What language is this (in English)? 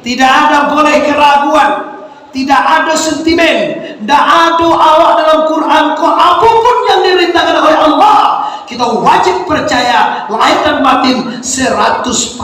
Minangkabau